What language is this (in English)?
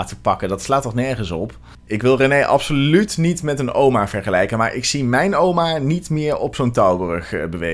Dutch